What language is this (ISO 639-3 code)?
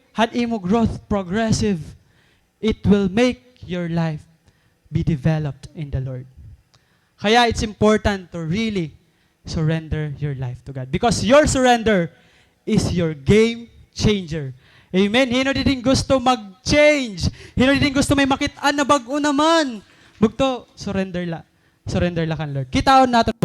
war